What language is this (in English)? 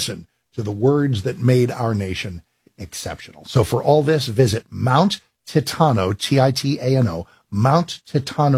English